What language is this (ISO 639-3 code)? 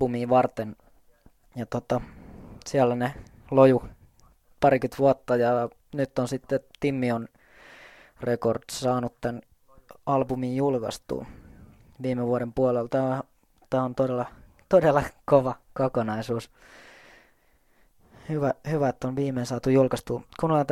fin